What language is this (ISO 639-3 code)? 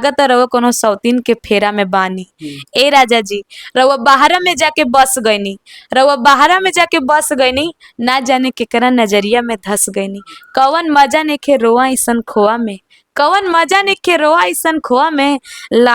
bho